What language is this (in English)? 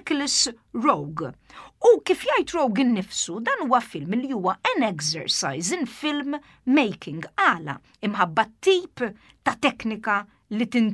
Maltese